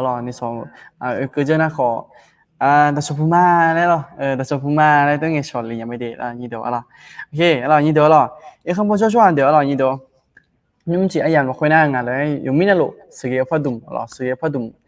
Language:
Akha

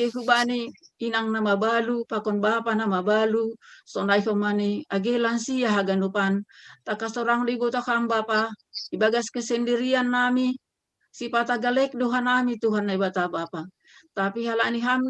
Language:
Batak Simalungun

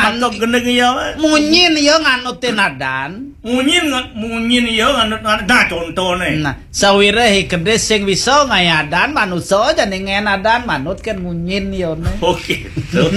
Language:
Balinese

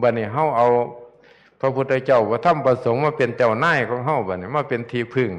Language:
Northeastern Thai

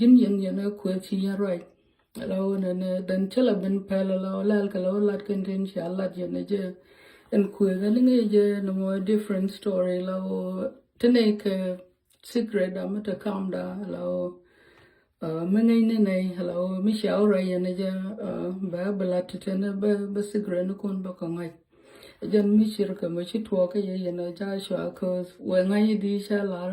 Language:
Nuer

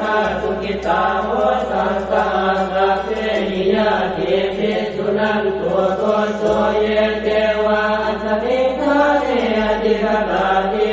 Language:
Pali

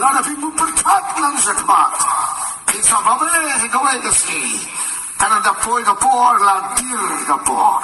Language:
Khasi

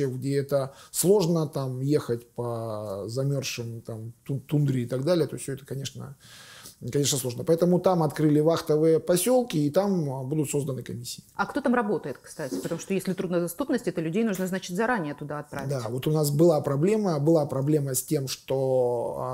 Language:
Russian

